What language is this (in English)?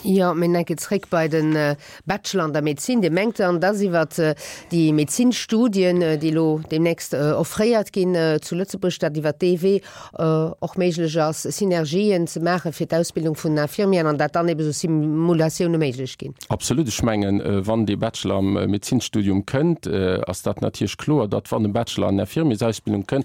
Luxembourgish